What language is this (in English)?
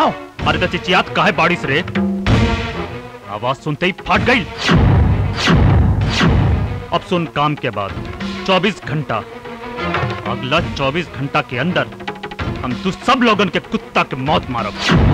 Bhojpuri